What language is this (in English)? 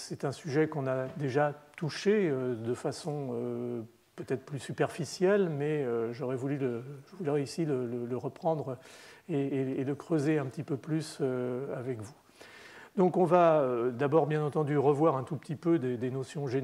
French